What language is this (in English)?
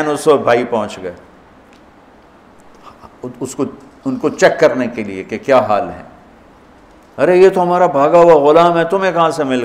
Hindi